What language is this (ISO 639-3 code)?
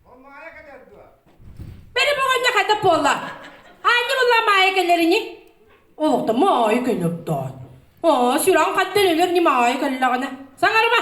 sah